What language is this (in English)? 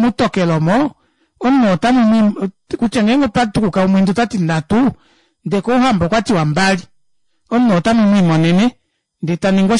Kuanyama